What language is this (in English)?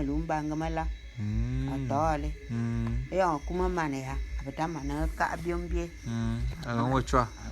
Bulu